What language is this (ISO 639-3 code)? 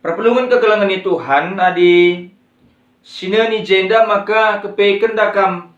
btx